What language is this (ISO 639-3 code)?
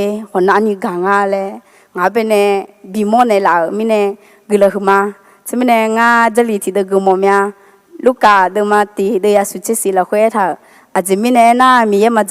ahk